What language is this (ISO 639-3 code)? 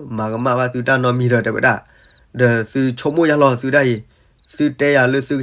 ksw